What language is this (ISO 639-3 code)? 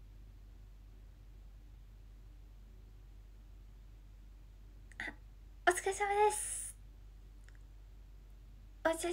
jpn